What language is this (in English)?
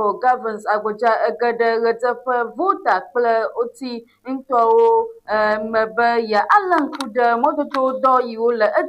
Ewe